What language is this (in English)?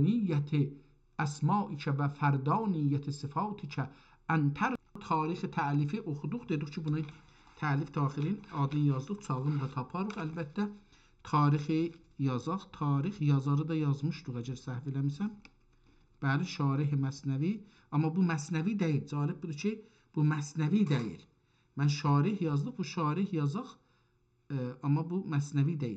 South Azerbaijani